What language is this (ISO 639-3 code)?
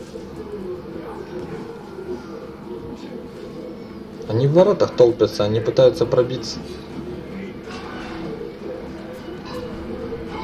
rus